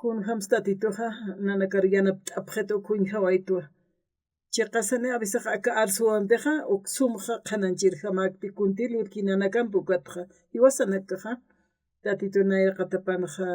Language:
Aymara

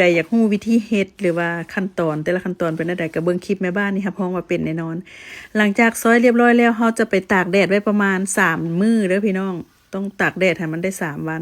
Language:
Lao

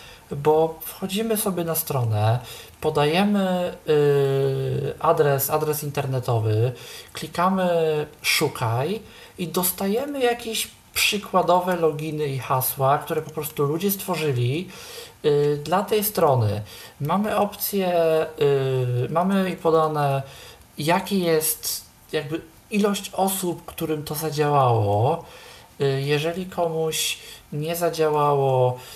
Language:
Polish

